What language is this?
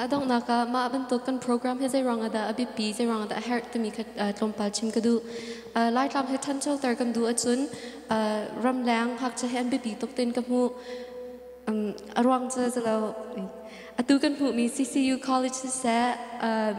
Hakha Chin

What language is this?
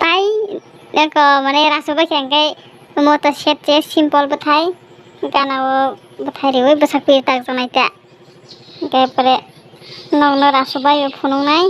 Kok Borok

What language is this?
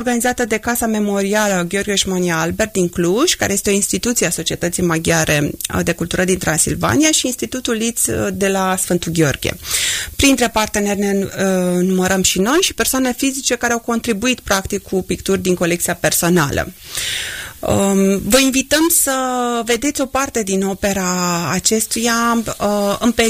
Romanian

